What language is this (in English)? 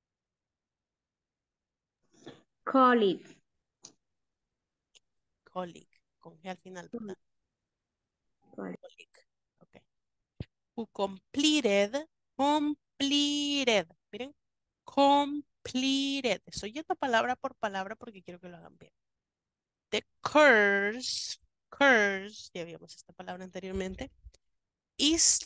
Spanish